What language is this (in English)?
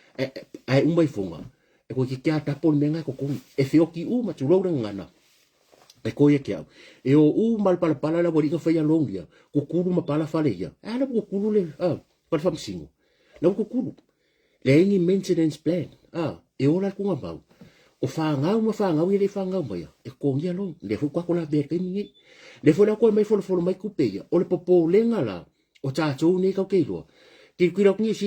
Samoan